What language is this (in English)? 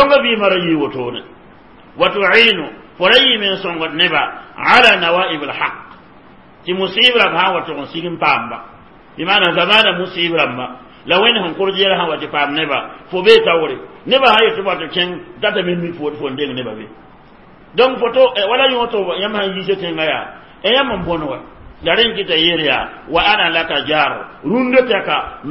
Mossi